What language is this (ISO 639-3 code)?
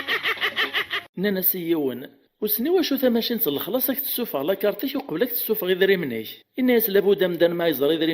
kab